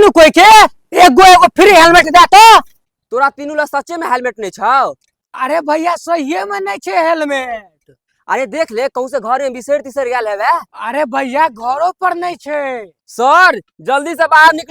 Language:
Maithili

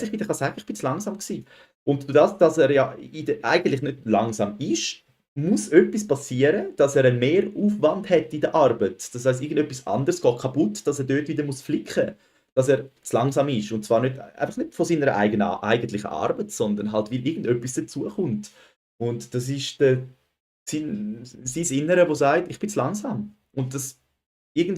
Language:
Swiss German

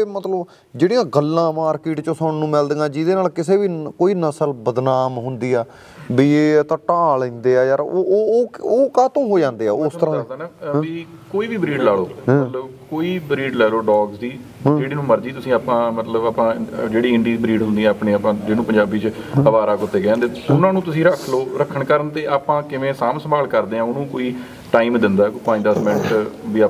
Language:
Punjabi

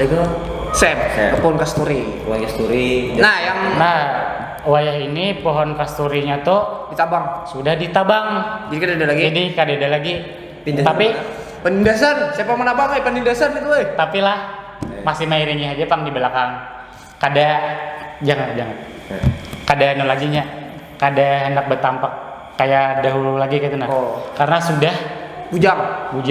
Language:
Banjar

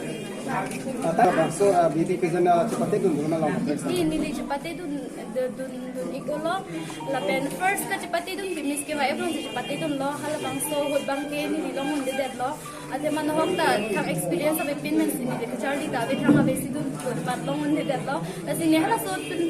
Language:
Karbi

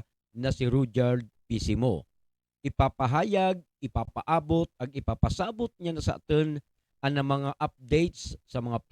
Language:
Buhi'non Bikol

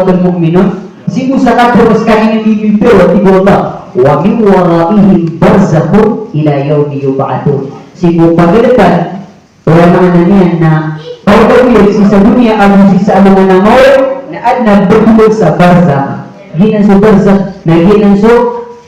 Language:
Maranao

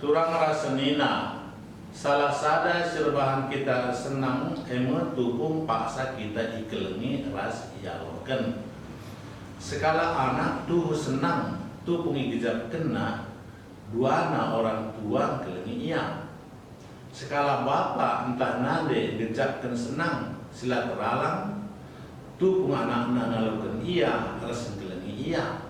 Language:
Batak Karo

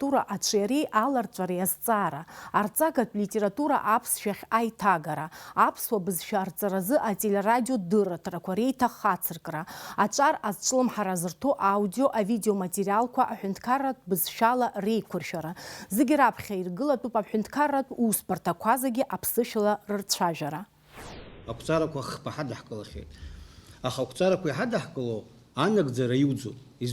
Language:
Abkhazian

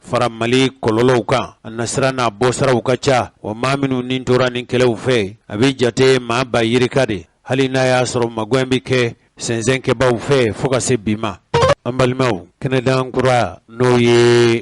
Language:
Bambara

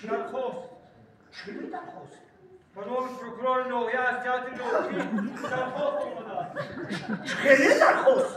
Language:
Tajik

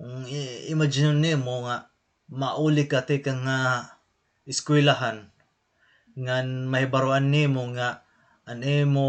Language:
Waray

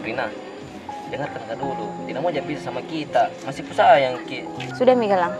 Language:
Makassar Malay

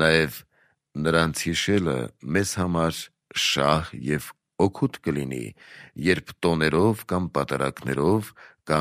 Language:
Armenian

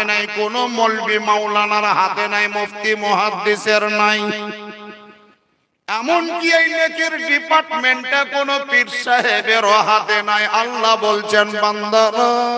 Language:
Bangla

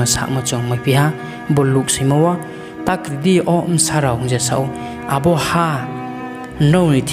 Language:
Riang (India)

